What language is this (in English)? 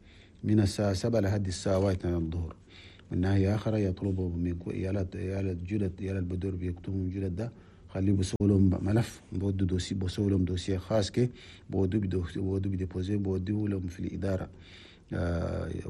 Chadian Arabic